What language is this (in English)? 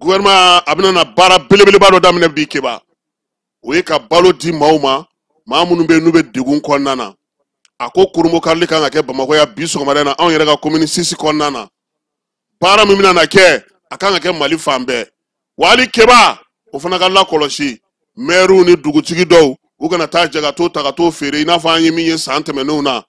Bambara